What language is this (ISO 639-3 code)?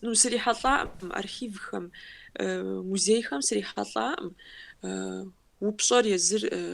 kbd